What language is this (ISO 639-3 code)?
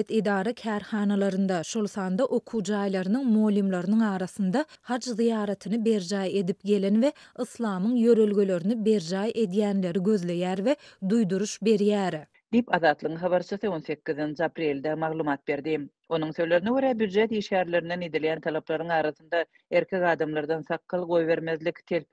tuk